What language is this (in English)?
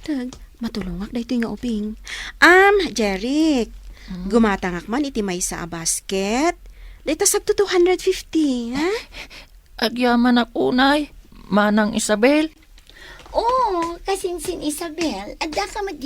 Iloko